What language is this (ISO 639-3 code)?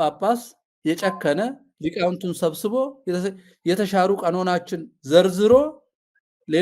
amh